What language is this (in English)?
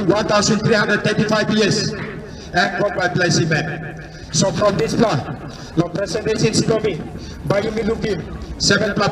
Tok Pisin